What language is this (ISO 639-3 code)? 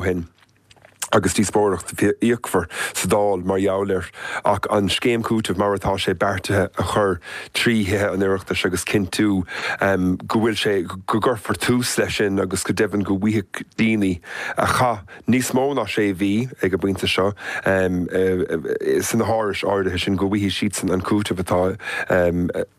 gle